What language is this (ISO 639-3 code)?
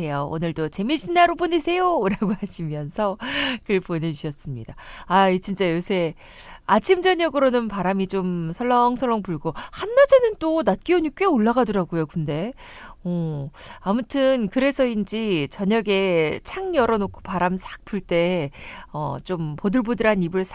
kor